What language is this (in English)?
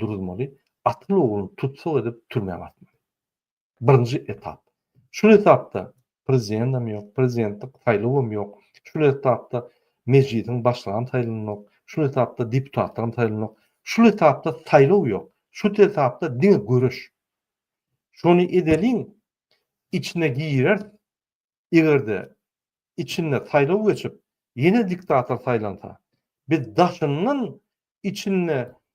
Turkmen